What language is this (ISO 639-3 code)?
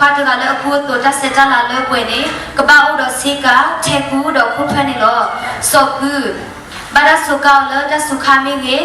ksw